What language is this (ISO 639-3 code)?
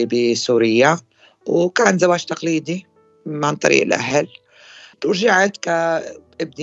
apc